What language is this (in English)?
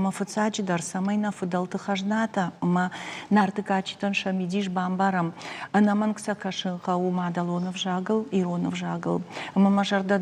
Ossetic